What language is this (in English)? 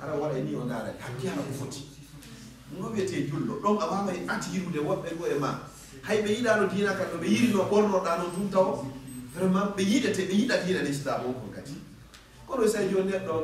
Fula